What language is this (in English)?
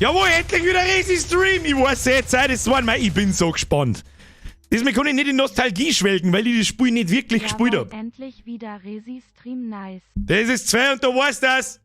Bavarian